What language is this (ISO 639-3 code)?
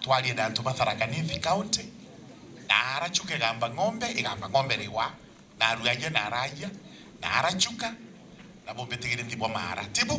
mer